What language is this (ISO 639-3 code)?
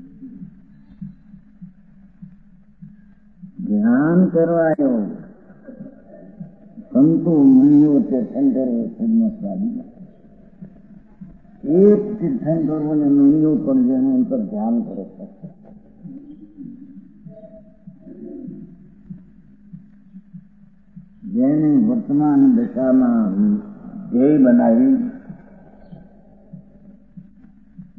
guj